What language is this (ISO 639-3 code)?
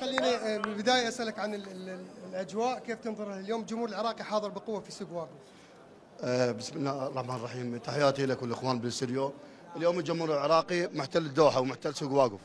acm